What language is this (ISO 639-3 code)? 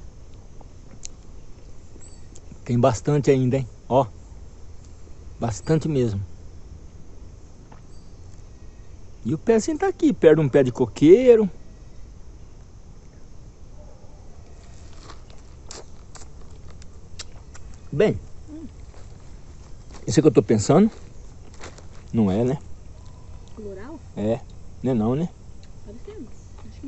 por